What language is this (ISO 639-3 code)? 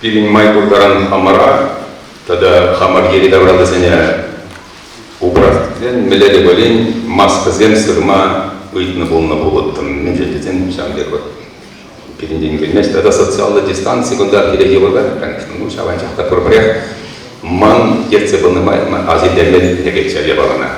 chv